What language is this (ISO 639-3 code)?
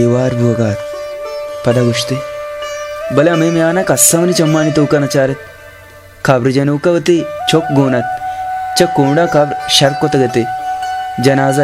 bal